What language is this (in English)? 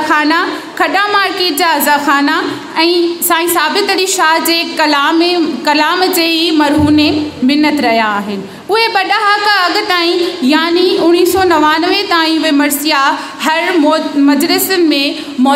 Sindhi